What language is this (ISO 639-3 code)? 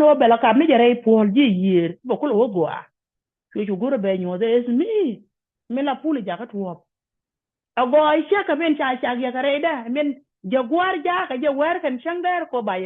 nus